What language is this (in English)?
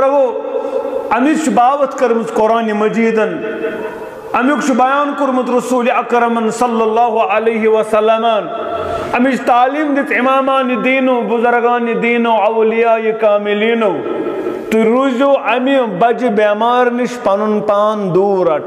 Kashmiri